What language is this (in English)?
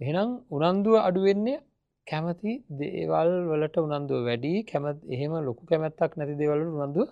Sinhala